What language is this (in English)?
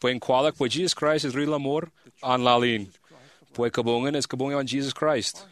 Marshallese